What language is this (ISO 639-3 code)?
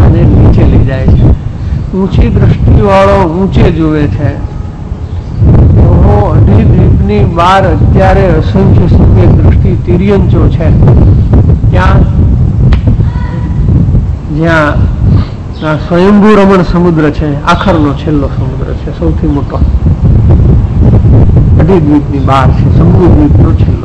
guj